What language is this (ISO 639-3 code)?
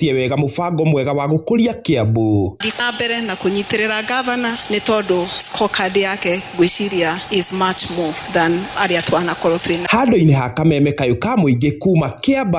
kik